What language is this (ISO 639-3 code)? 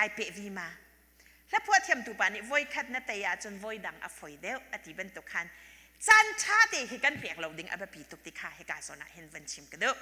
cnh